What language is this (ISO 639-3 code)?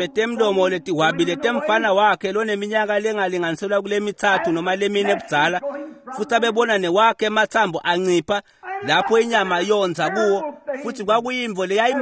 ssw